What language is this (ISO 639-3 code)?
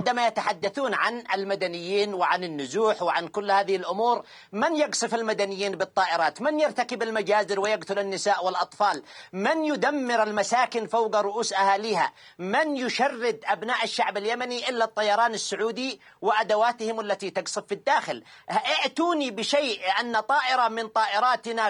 ara